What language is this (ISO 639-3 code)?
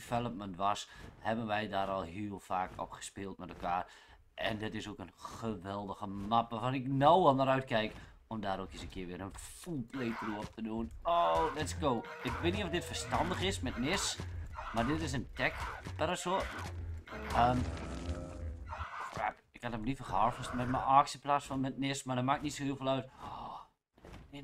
nld